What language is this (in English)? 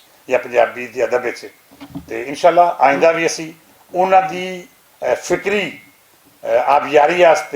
Western Panjabi